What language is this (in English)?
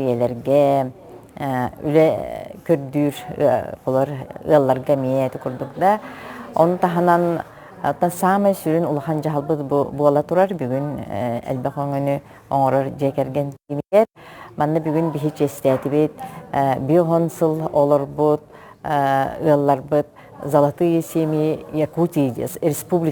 Yakut